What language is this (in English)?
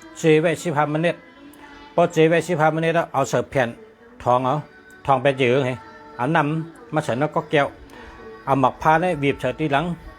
Shan